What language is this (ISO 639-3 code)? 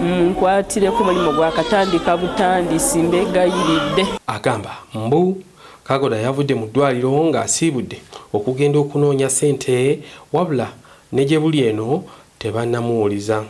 lug